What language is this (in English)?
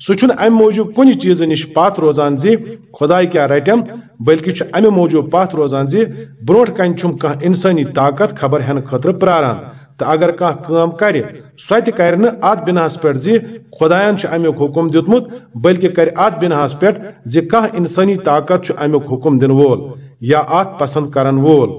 Kashmiri